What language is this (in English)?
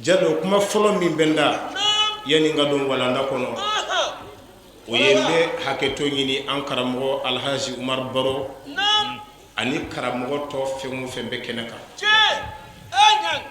Bambara